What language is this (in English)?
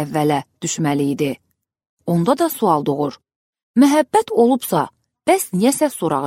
Azerbaijani